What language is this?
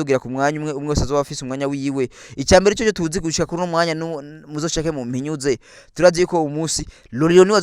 Rundi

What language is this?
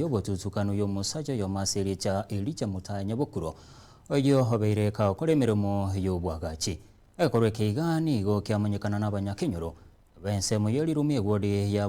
Gusii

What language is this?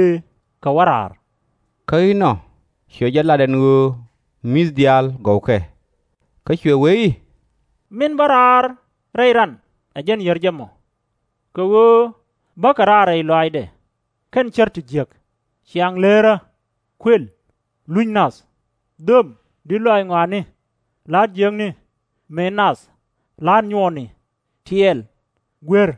Nuer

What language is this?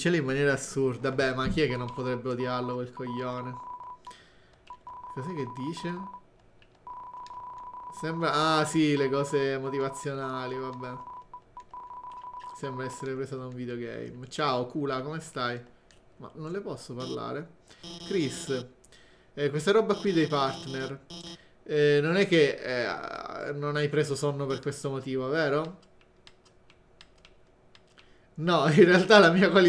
Italian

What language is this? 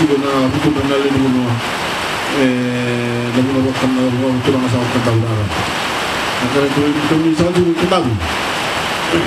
Fijian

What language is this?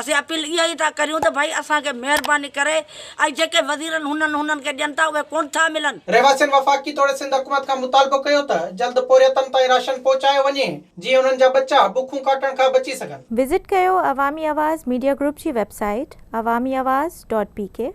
Sindhi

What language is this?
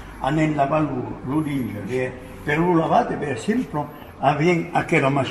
Occitan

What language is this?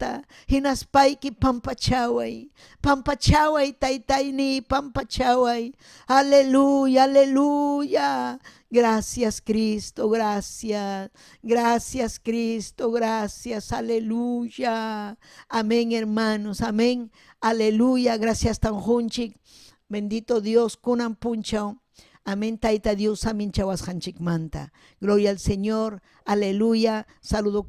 Ayacucho Quechua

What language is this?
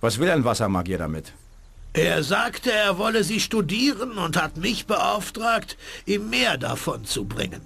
Bavarian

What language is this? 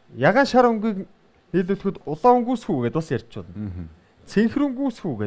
Mongolian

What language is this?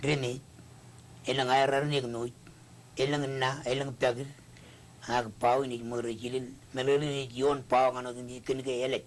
Marshallese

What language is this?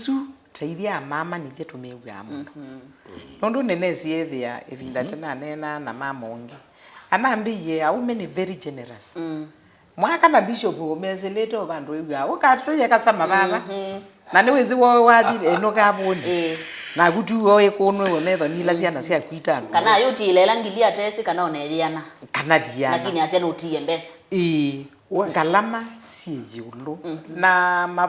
Kamba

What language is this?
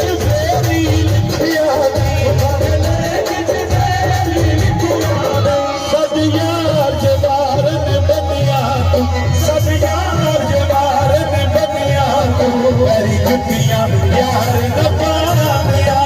Pahari-Potwari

